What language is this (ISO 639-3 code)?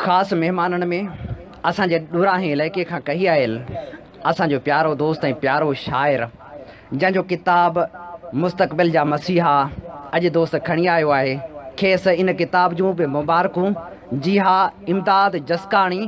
snd